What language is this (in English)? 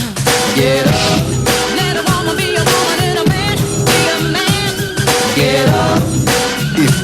Faroese